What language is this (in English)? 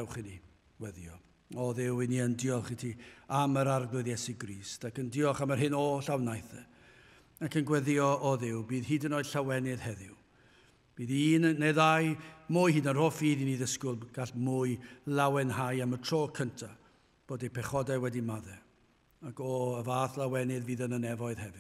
Welsh